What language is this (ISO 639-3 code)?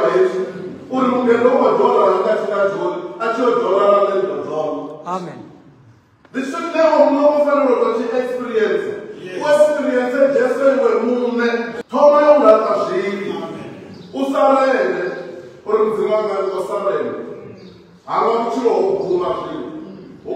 ven